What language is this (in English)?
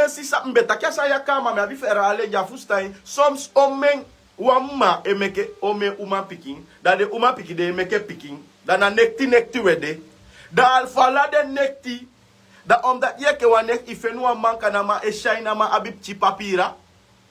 Sranan Tongo